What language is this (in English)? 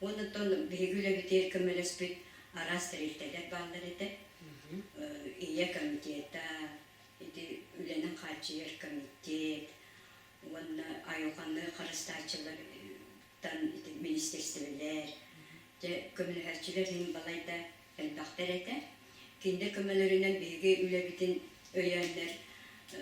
Yakut